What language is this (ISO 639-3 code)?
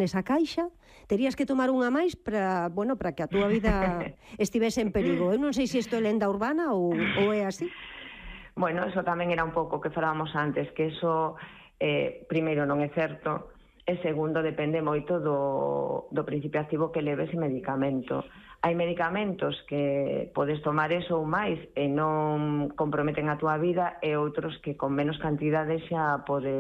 glg